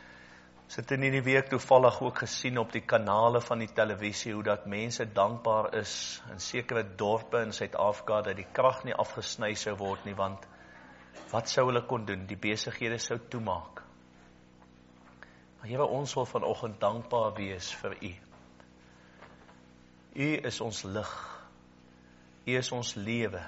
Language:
Afrikaans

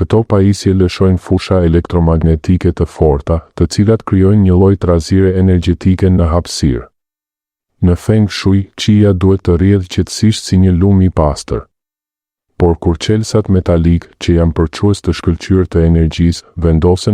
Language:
Albanian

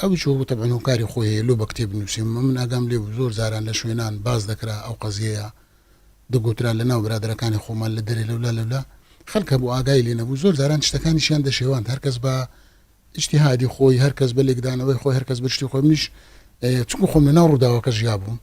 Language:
Central Kurdish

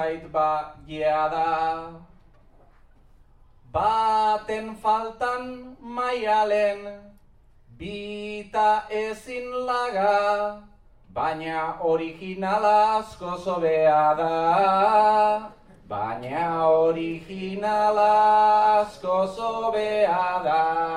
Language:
Basque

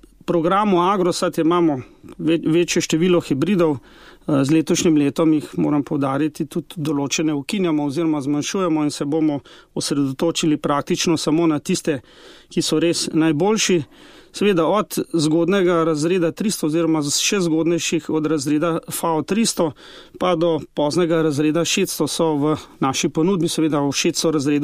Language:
Slovenian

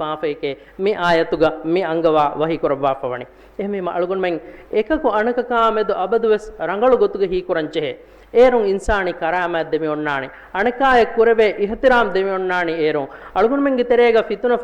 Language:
Divehi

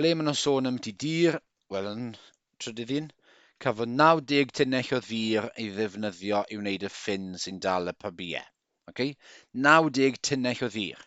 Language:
Welsh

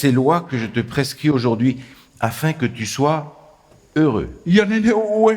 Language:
Tahitian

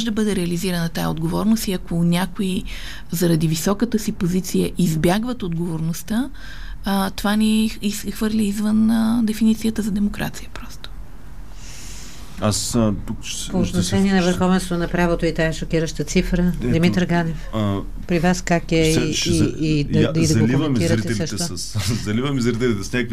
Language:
Bulgarian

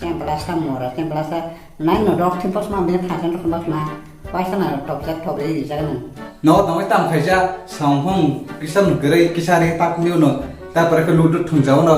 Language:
Kok Borok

